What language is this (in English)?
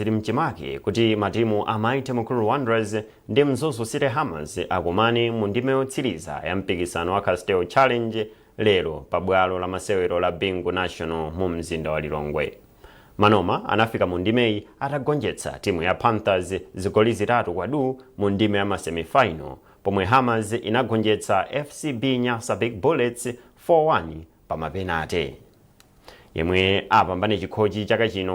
Nyanja